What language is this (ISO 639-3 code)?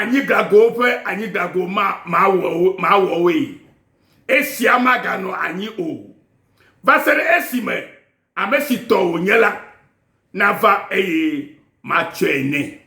ewe